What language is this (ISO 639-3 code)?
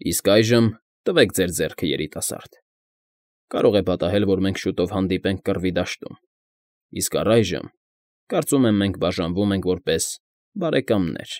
hye